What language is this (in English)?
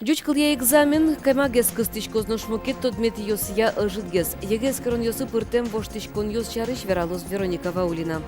Udmurt